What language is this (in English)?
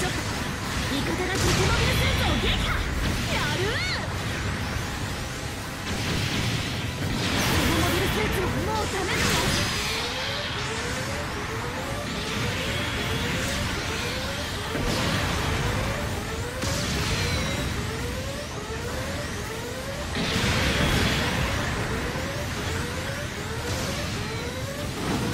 Japanese